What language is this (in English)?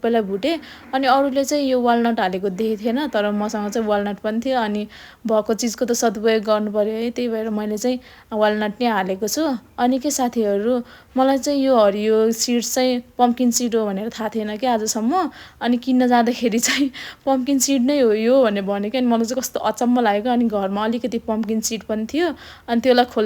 Nepali